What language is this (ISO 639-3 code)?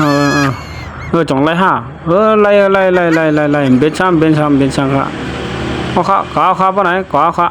shn